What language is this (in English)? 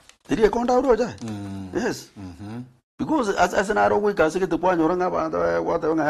Gusii